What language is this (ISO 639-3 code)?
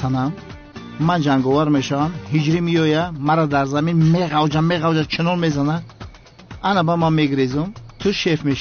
tgk